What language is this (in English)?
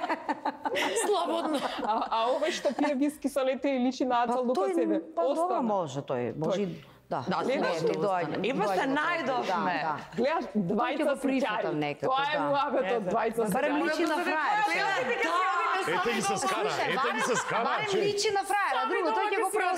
Macedonian